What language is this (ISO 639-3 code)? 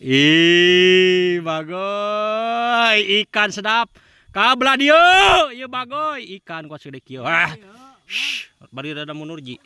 sun